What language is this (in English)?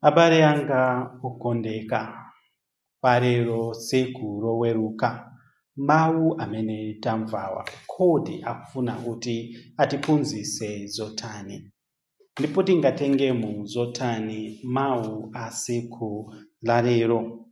Nyanja